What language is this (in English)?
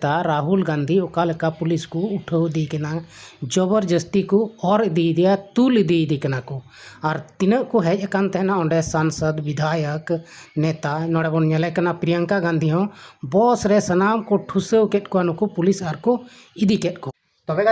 Santali